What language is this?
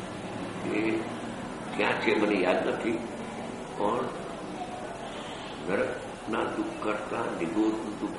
Gujarati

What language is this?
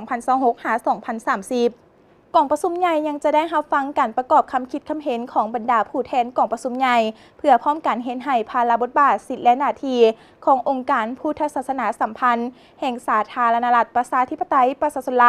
Lao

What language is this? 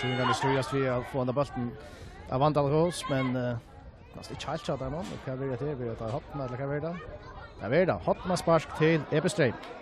Faroese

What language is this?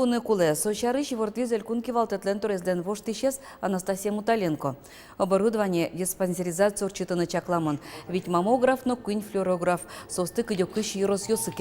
Udmurt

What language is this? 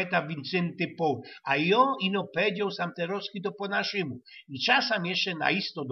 Silesian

